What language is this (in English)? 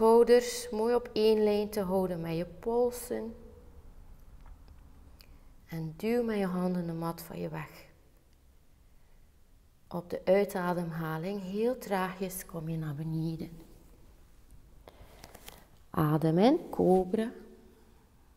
Dutch